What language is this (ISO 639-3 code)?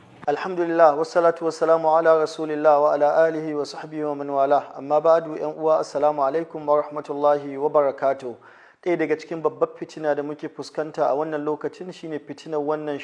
hau